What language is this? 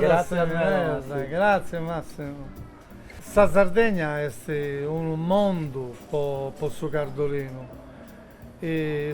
Sardinian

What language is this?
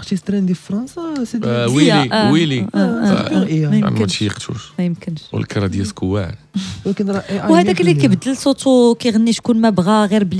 Moroccan Arabic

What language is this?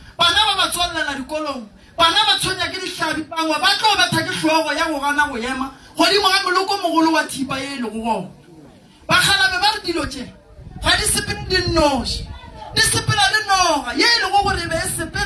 Northern Sotho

